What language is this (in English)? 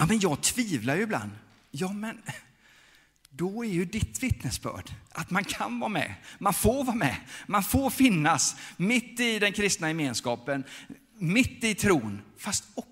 Swedish